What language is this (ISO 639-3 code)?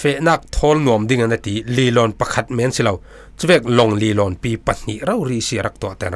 cfm